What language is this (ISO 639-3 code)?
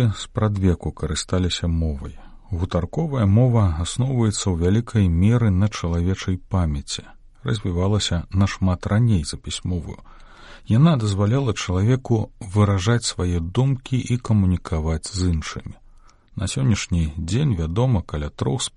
bel